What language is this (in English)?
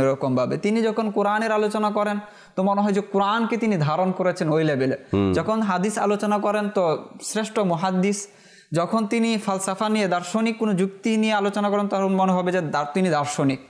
Bangla